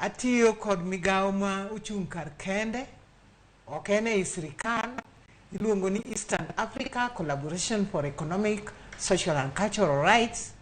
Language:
Luo (Kenya and Tanzania)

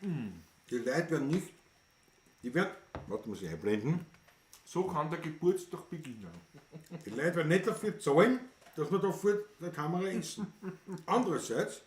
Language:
Bavarian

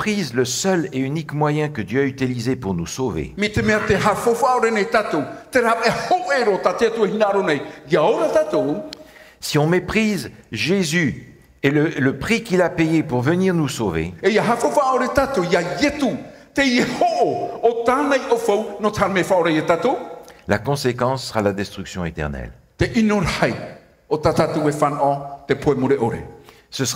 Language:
Tahitian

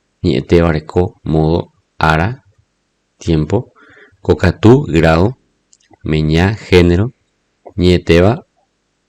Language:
Guarani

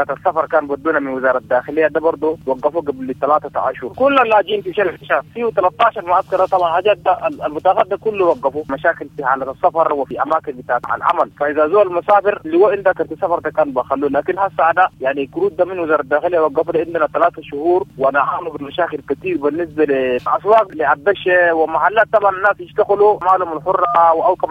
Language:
Sudanese Arabic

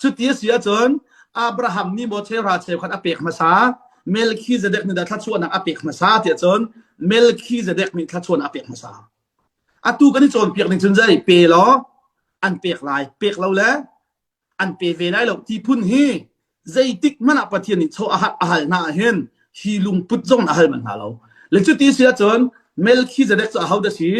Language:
Hakha Chin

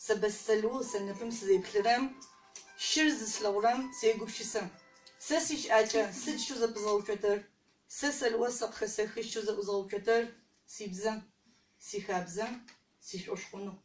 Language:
Adyghe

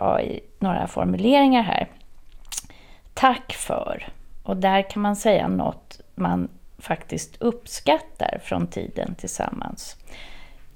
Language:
Swedish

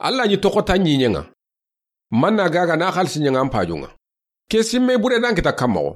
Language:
Soninke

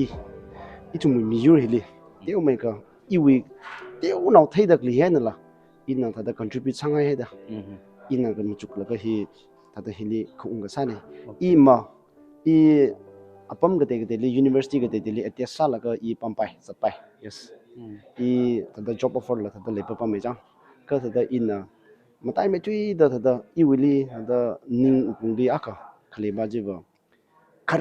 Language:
Tangkhul Naga (India)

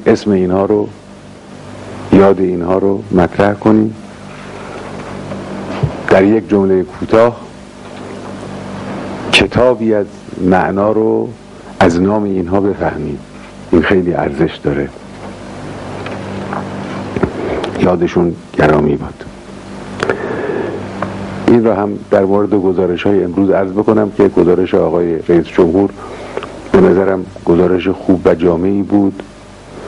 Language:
Persian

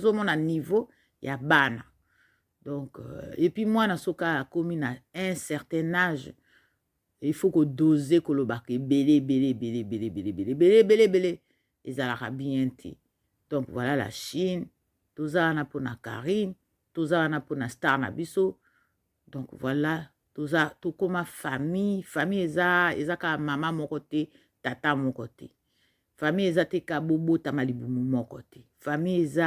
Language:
Lingala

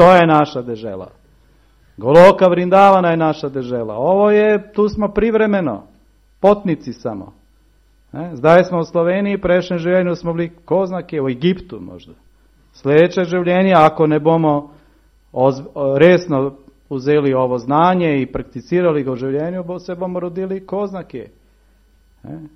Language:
Serbian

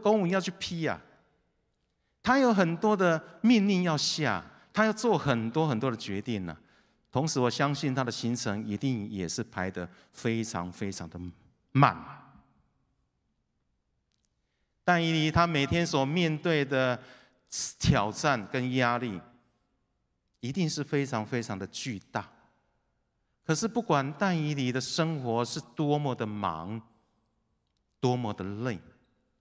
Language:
Chinese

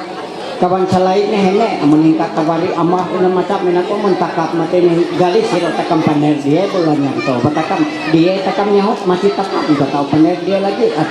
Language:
Ma'anyan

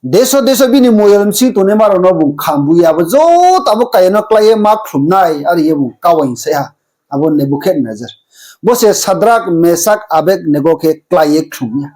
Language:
Riang (India)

